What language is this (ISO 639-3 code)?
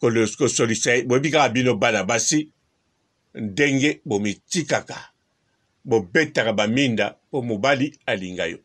lin